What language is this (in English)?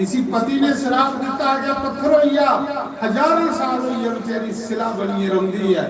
Dogri